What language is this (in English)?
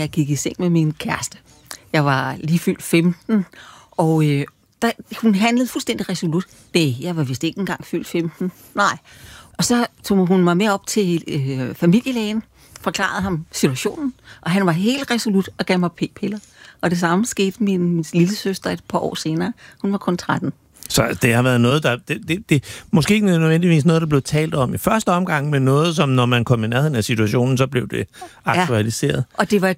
Danish